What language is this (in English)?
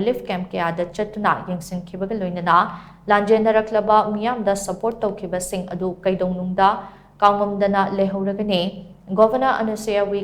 Manipuri